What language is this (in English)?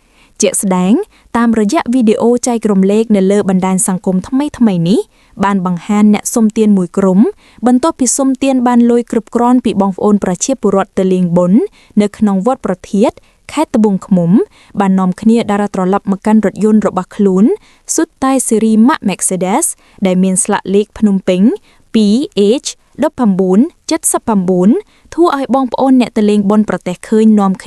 Khmer